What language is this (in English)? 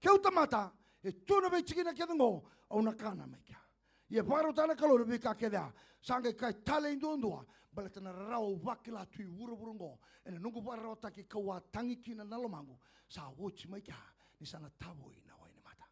Fijian